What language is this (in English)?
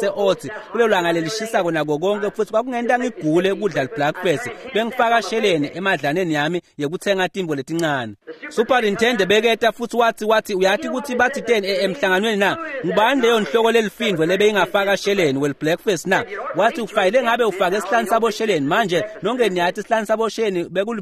Swati